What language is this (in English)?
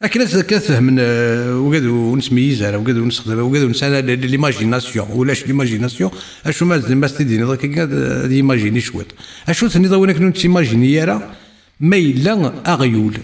Kabyle